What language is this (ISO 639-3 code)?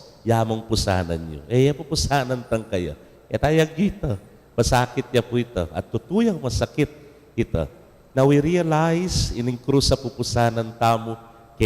pam